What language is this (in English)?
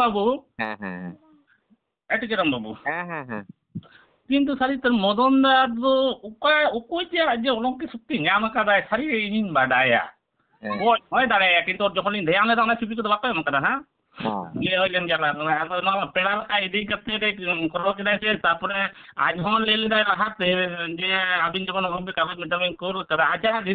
Santali